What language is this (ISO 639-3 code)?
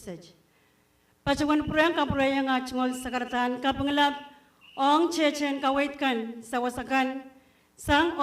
pon